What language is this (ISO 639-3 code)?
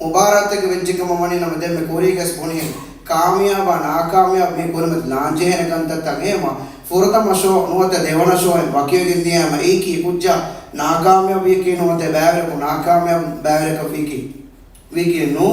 div